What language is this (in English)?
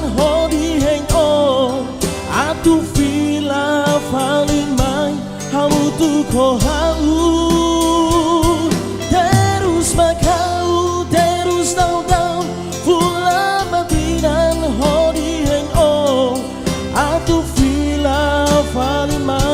Tetum